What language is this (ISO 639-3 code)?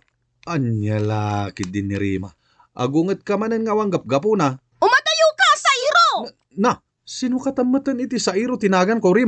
ilo